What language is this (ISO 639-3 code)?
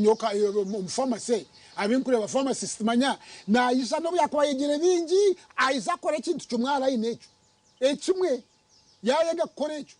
nyn